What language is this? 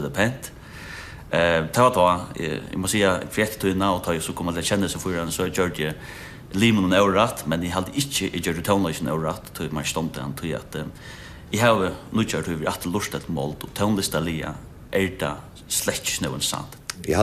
Faroese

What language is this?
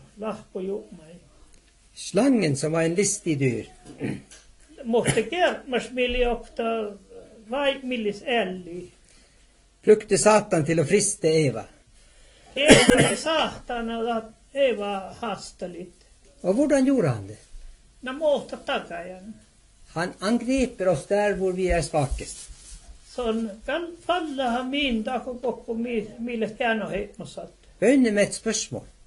Norwegian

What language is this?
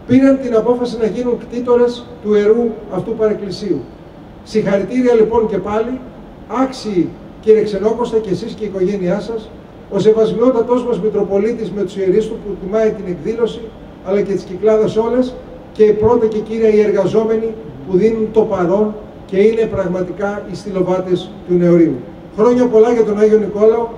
Greek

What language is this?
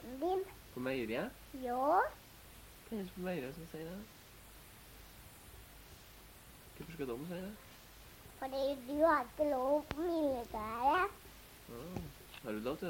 Norwegian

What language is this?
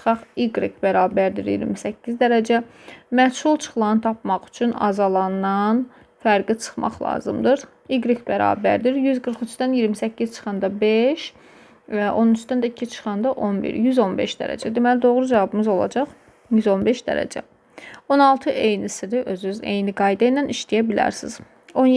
Azerbaijani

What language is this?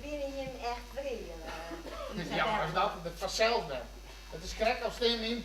Western Frisian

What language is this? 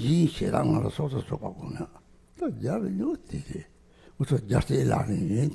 Tibetan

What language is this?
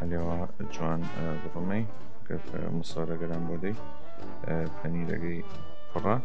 Southern Kurdish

